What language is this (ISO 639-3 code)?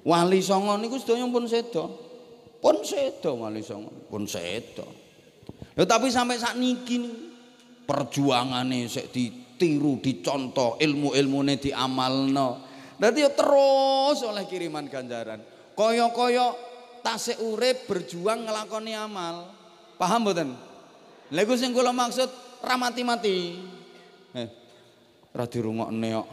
jav